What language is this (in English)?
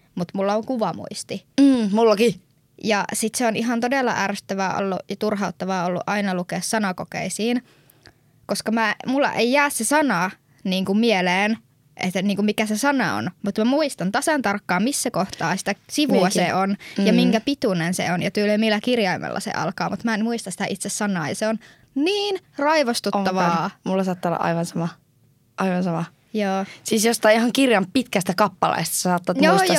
Finnish